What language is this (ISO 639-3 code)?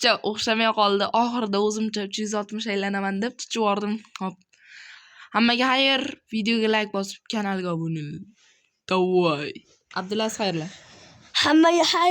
uzb